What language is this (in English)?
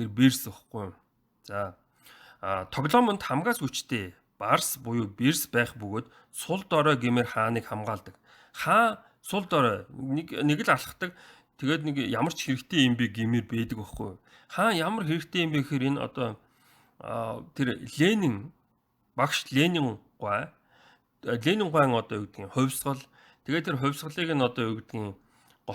Mongolian